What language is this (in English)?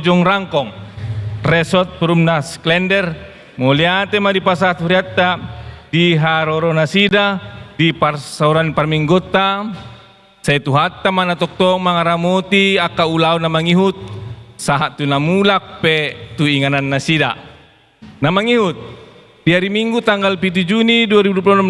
Batak Toba